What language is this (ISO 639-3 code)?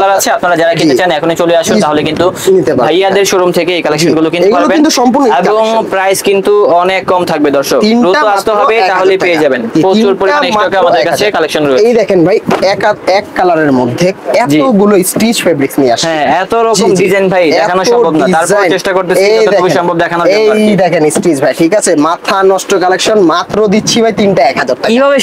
ben